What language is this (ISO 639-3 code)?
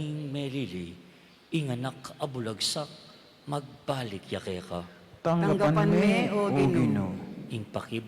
pam